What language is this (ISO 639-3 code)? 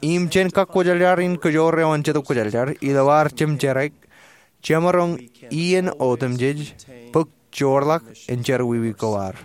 mah